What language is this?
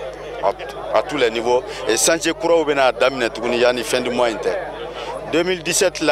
Bambara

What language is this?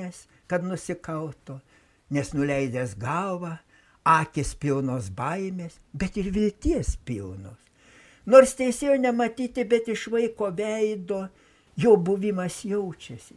Lithuanian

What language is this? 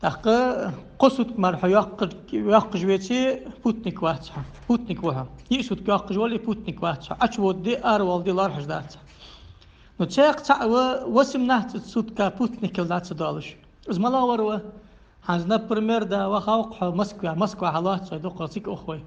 Ingush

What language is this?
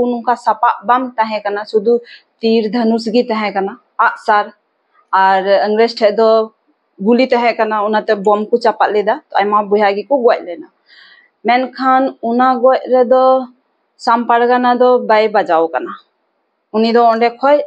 Santali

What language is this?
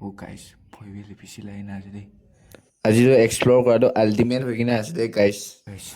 Naga Pidgin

